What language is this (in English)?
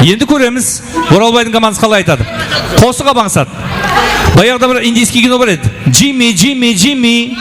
Kara-Kalpak